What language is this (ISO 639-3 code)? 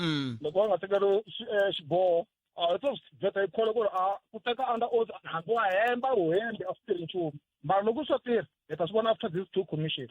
tso